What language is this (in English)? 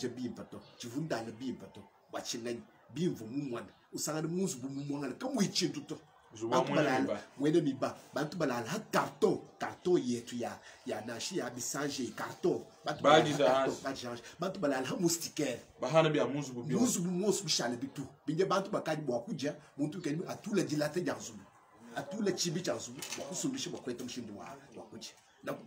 Luba-Lulua